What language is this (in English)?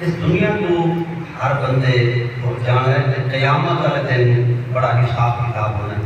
Saraiki